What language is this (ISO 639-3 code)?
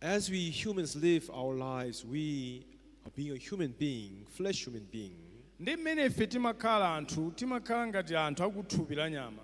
nya